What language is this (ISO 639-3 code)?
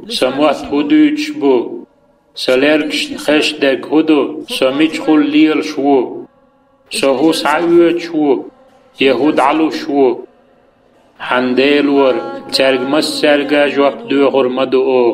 che